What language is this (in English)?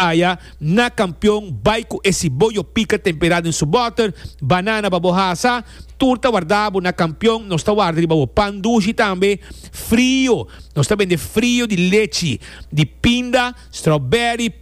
Papiamento